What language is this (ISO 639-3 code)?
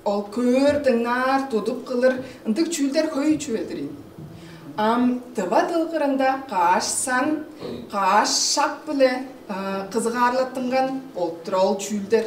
tyv